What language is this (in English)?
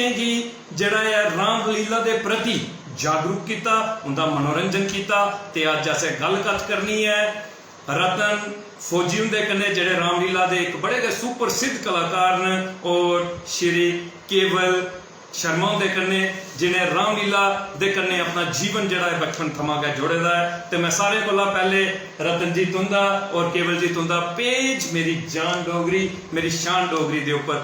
Dogri